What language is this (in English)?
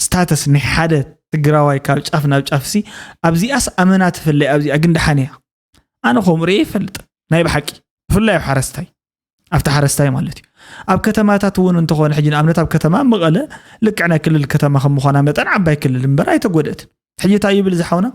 Tigrinya